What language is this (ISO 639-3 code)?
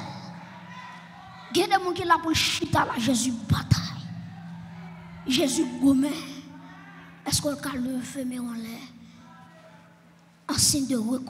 fra